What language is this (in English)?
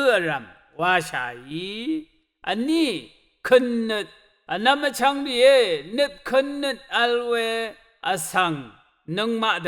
Rawang